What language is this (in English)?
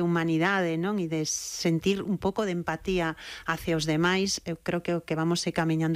Galician